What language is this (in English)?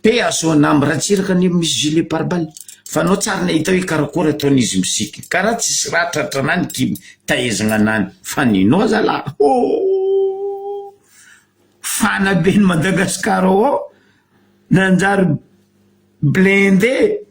Malagasy